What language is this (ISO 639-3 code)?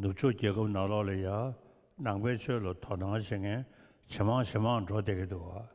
bod